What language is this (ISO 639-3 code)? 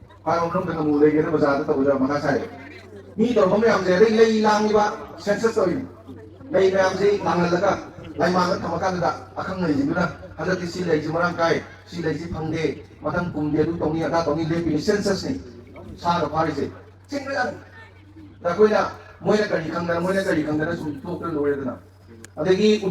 mni